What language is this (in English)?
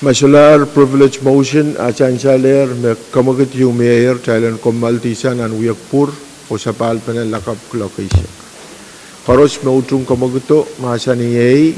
Pohnpeian